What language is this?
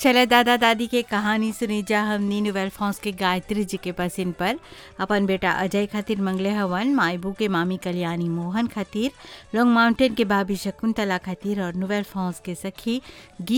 Bhojpuri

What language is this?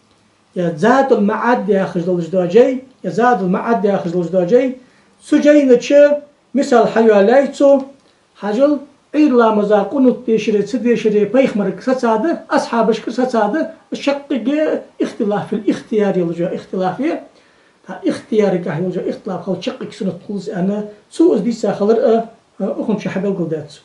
Ingush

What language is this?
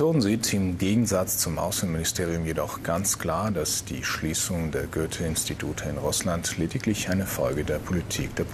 German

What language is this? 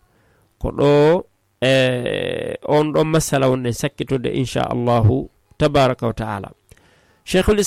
Fula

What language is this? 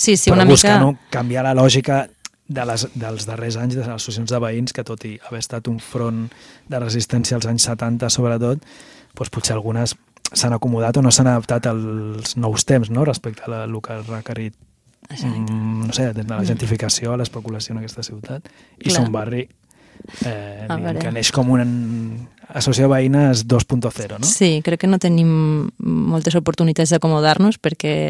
Catalan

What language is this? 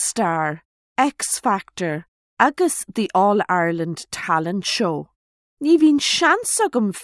Irish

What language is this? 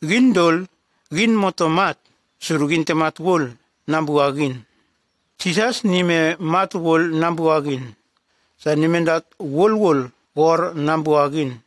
Nume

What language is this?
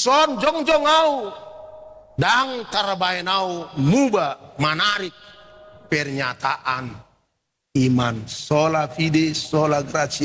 Batak Toba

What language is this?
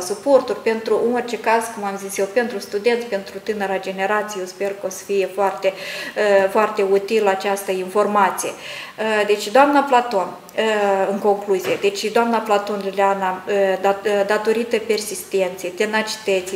Romanian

